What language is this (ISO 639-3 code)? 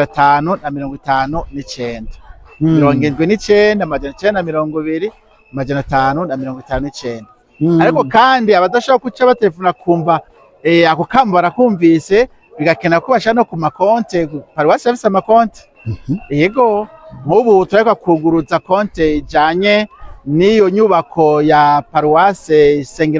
run